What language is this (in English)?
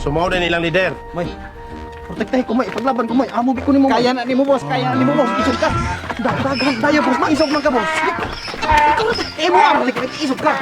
Cebuano